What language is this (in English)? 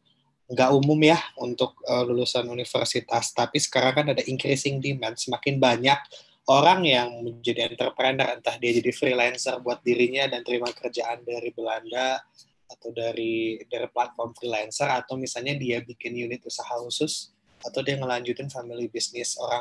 Indonesian